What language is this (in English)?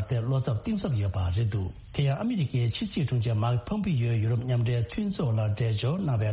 Tibetan